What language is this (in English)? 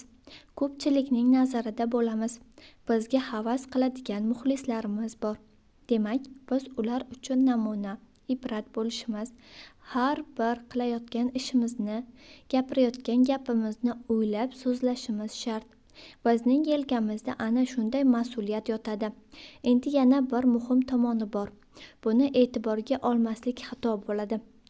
Uzbek